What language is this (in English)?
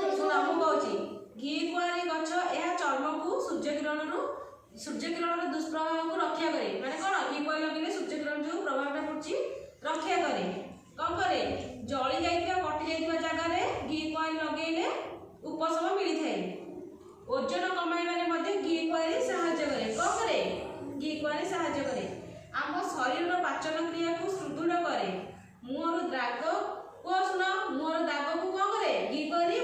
Odia